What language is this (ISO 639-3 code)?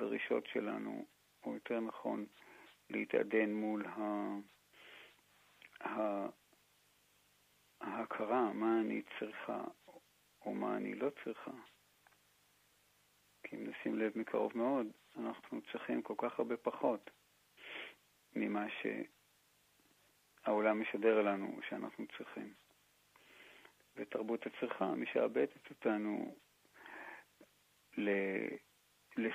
heb